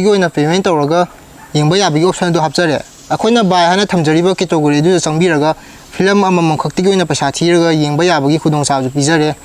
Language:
Manipuri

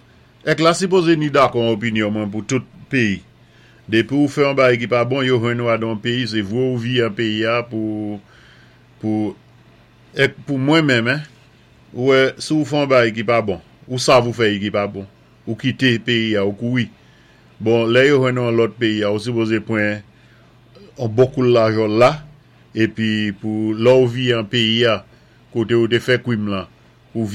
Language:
Saint Lucian Creole French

